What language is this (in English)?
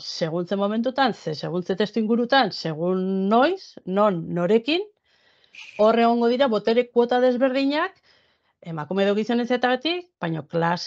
Basque